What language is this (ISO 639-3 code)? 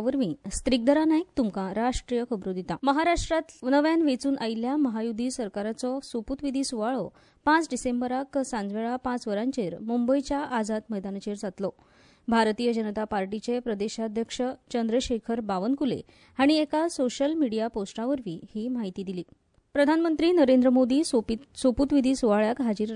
kok